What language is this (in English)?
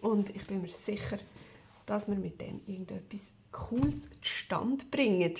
Swiss German